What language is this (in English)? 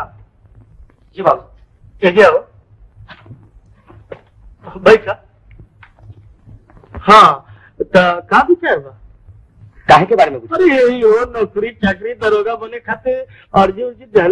Bhojpuri